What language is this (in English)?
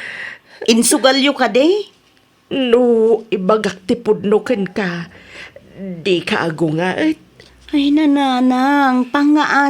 Iloko